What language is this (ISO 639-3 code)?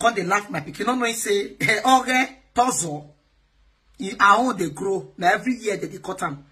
pcm